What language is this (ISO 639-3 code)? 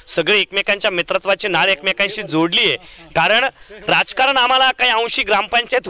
mar